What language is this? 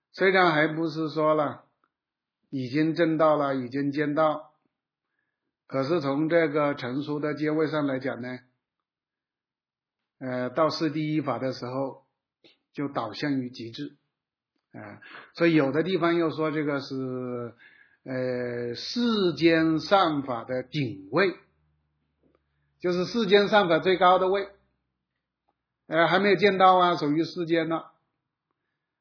Chinese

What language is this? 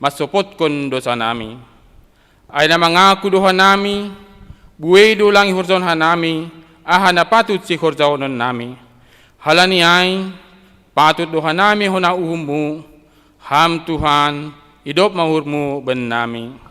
Batak Simalungun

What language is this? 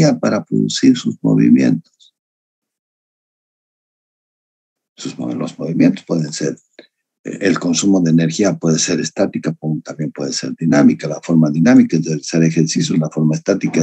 Spanish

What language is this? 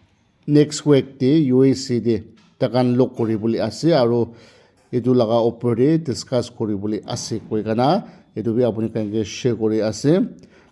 Naga Pidgin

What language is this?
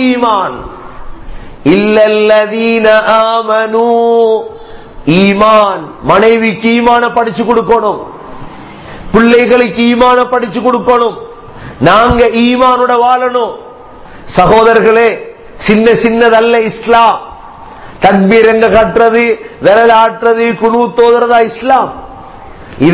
Tamil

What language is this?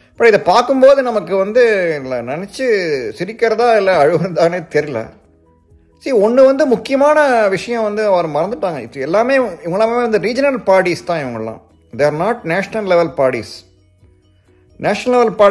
Tamil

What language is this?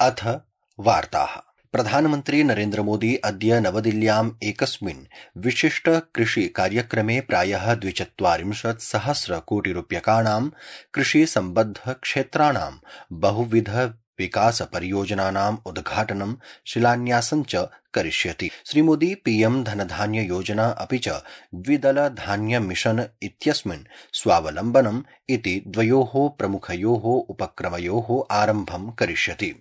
Sanskrit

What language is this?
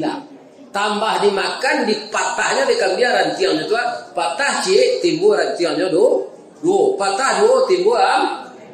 Minangkabau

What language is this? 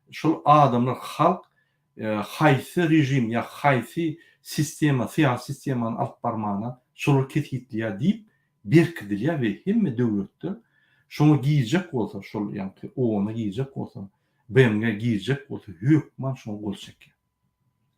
Turkmen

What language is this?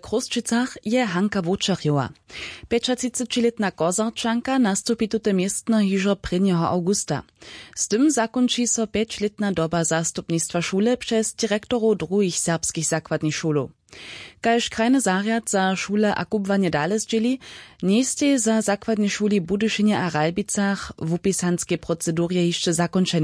Upper Sorbian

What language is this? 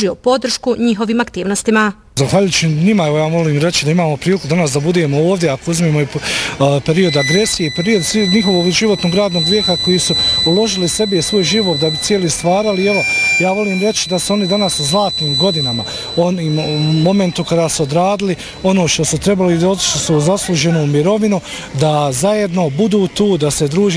Bosnian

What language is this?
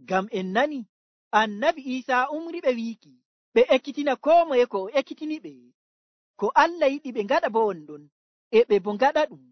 Nigerian Fulfulde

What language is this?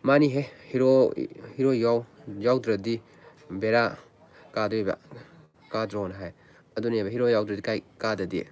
Manipuri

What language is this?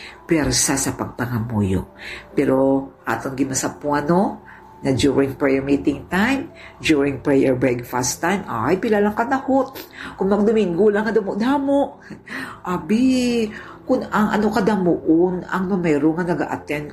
Hiligaynon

